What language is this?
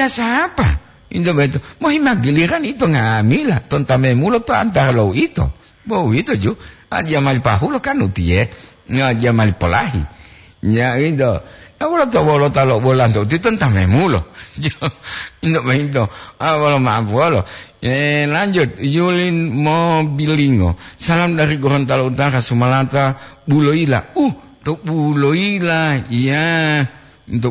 Gorontalo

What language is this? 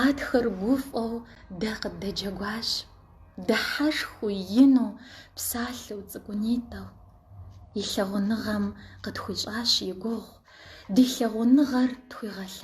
Kabardian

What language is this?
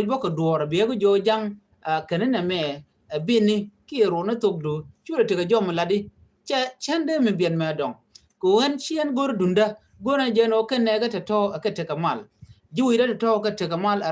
Nuer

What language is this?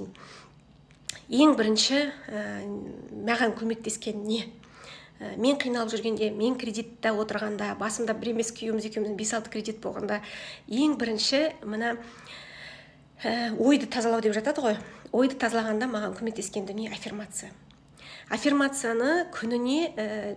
Kazakh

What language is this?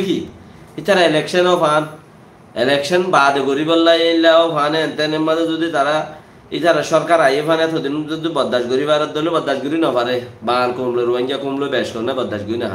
Rohingya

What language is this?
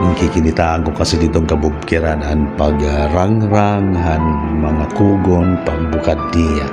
Waray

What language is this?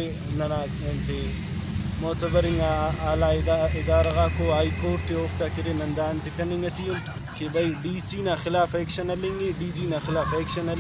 Brahui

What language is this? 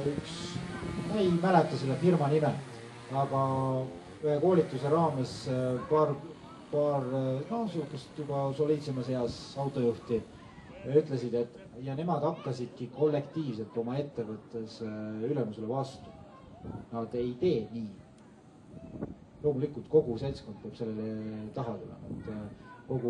Estonian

